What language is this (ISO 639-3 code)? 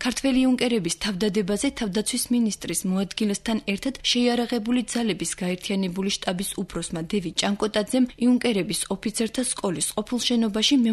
kat